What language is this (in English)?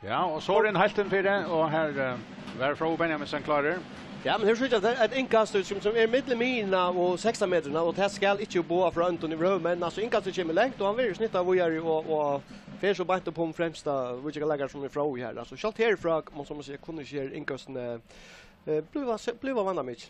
Faroese